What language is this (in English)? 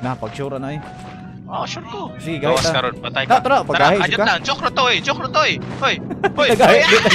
Cebuano